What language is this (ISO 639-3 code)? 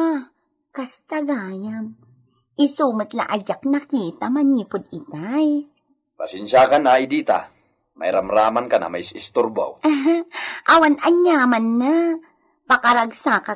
ilo